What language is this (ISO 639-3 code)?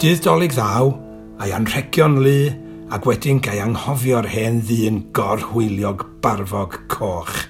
cym